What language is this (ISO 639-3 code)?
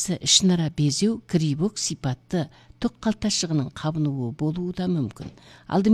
kaz